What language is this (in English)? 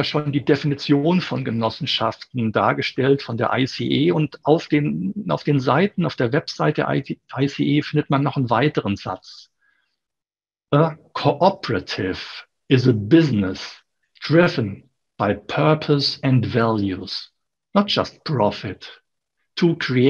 German